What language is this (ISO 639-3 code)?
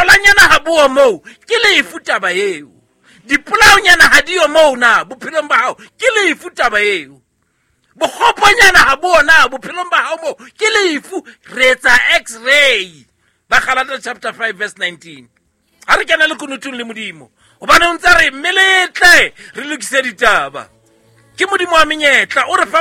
sot